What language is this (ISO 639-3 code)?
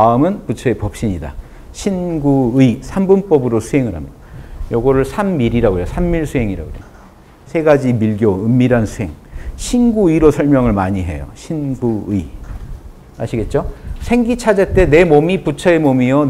kor